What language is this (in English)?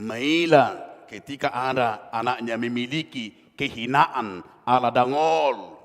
Batak Toba